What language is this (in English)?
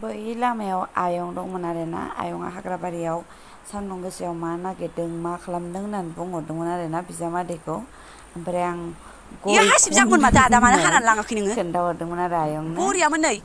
Bodo